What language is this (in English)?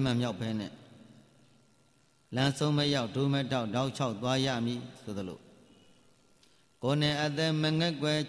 Burmese